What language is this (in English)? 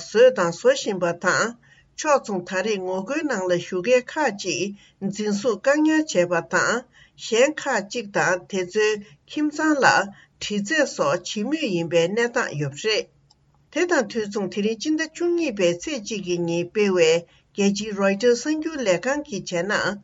Tibetan